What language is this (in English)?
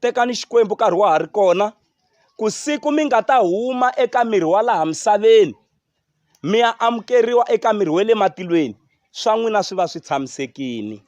Tsonga